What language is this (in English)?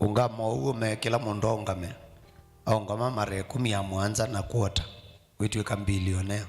Kamba